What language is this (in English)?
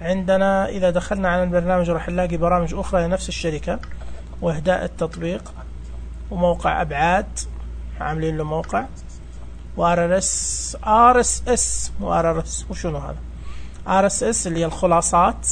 Najdi Arabic